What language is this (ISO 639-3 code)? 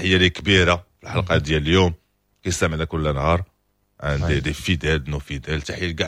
ary